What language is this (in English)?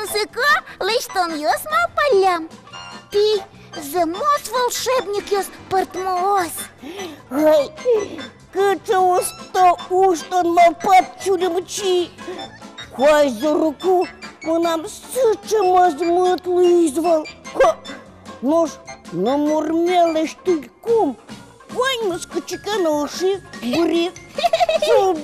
Udmurt